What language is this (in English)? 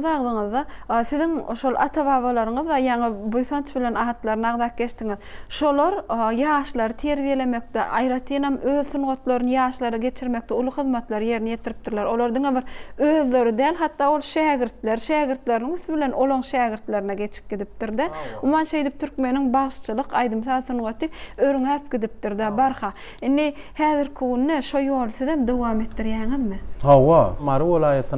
Turkmen